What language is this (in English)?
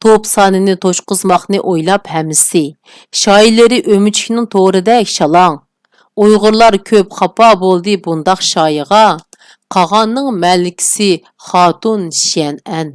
Uyghur